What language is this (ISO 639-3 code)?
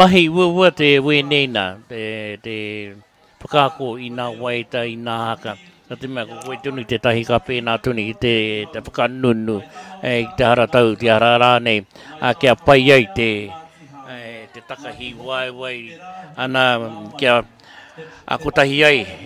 mri